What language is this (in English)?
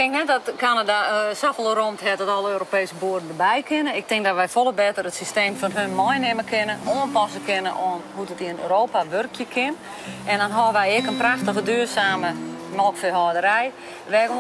Western Frisian